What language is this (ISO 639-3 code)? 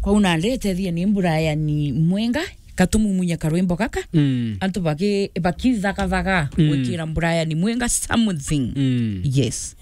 mer